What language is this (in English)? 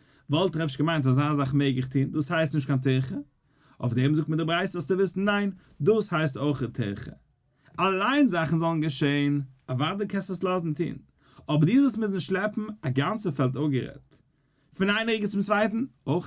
Yiddish